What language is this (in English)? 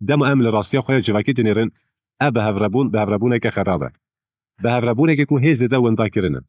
Kurdish